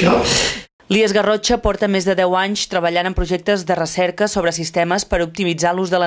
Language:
Catalan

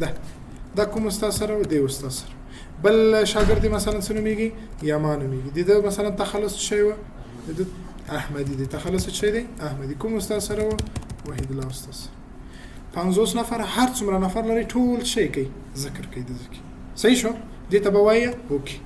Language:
Pashto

